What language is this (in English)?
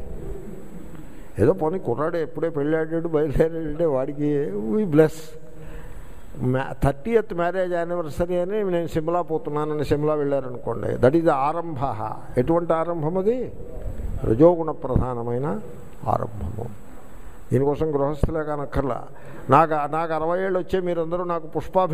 Telugu